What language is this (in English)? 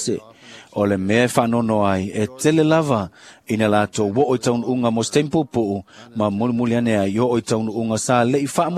Samoan